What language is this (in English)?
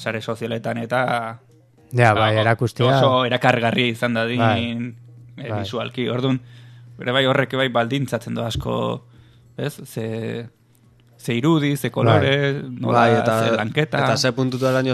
Basque